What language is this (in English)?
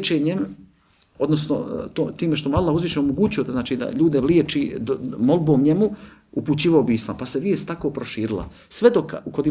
Bosnian